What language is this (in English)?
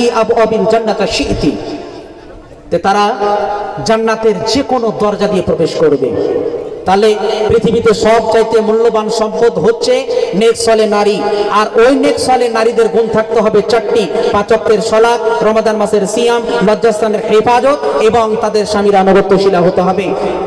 Bangla